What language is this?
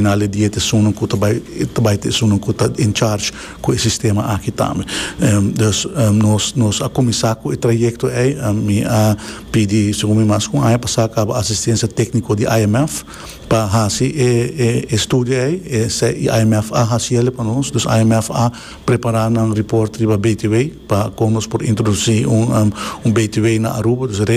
Papiamento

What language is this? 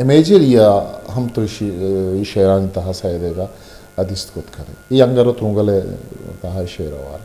Eastern Balochi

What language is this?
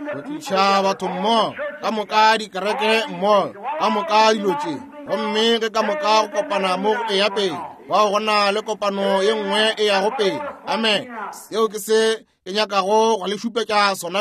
Northern Sotho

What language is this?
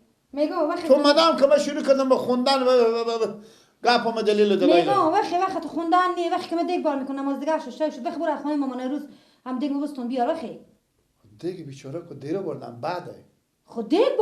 Persian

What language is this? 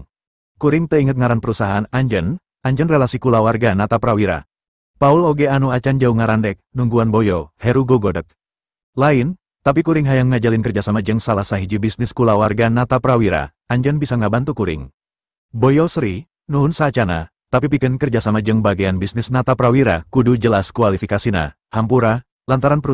Sundanese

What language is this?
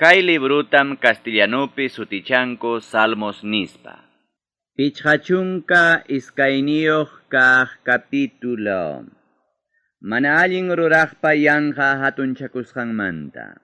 Ayacucho Quechua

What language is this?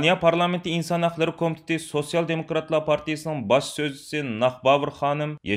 Uyghur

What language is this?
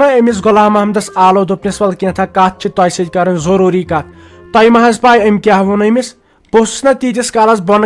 Kashmiri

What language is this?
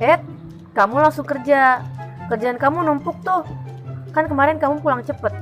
Betawi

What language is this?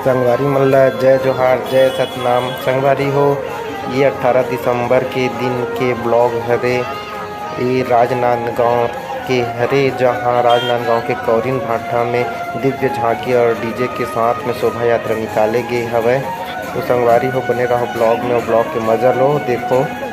Chhattisgarhi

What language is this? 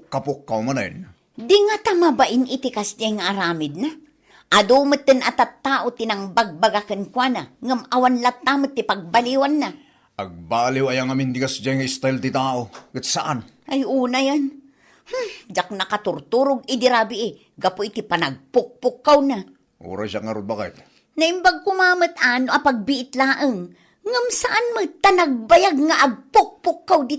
Iloko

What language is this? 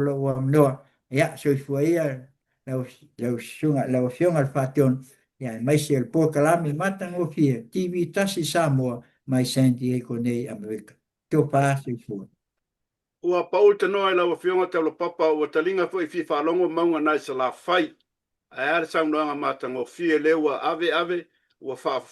Samoan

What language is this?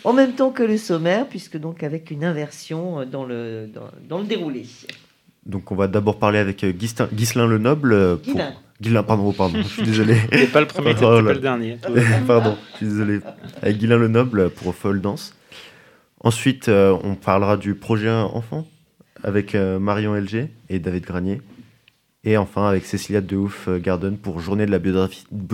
French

